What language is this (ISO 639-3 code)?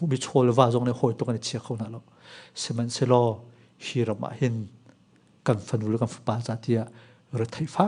cnh